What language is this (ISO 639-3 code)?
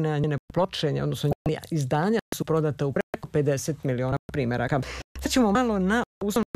srp